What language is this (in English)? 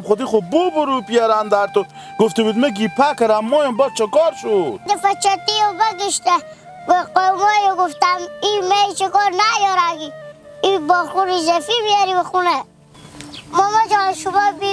Hazaragi